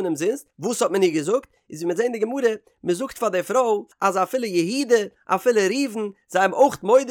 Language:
Yiddish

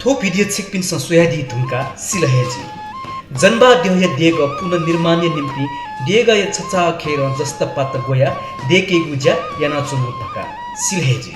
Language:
Newari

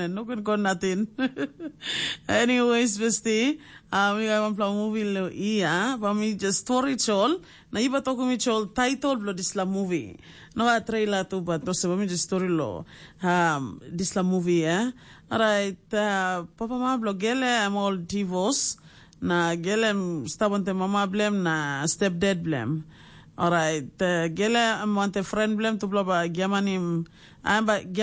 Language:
Tok Pisin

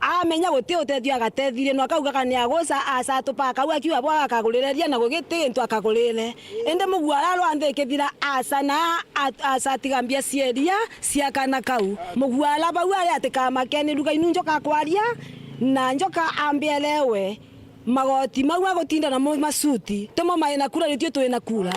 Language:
Meru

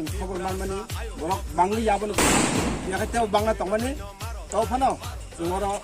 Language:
Kok Borok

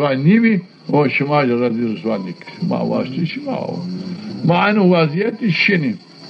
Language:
Zaza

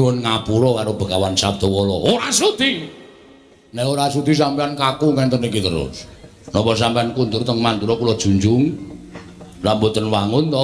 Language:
Javanese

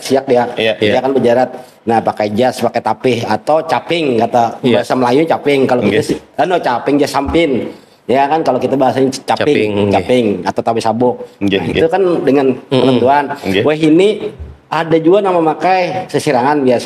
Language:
Banjar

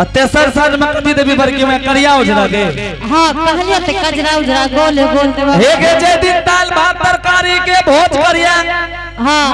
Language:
Angika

